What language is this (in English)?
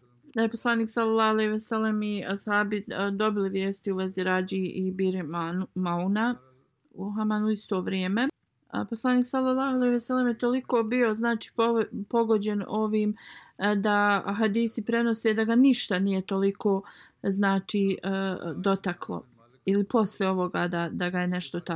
Bosnian